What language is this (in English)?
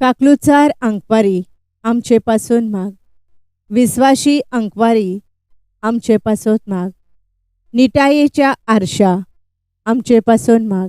Konkani